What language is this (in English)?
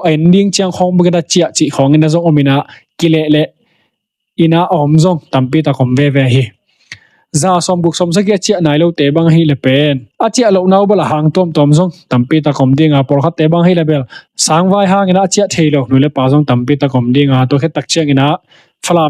Tedim Chin